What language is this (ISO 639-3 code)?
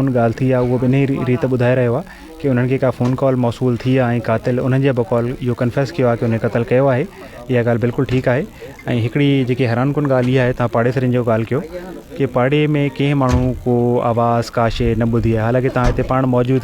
snd